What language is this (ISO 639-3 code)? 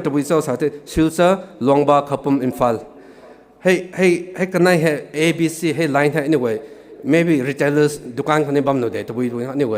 nbu